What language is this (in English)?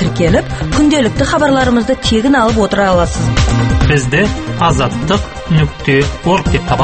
Kazakh